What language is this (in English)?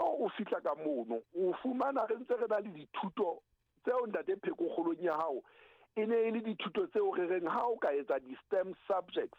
Southern Sotho